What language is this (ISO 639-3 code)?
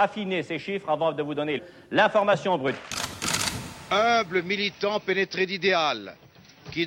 fra